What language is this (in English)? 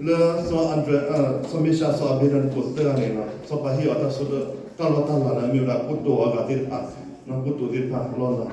S'gaw Karen